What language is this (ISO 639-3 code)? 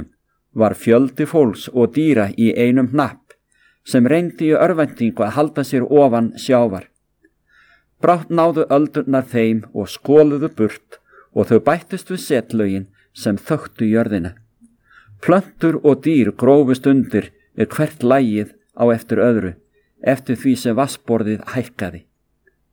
isl